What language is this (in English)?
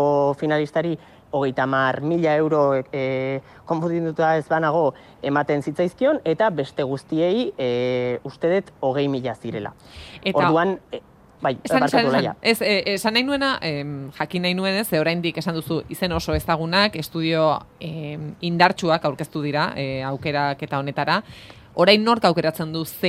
Basque